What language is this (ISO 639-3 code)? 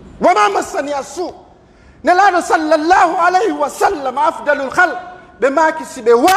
fuf